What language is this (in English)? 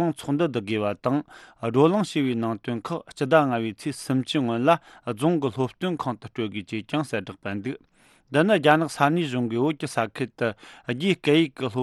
Tibetan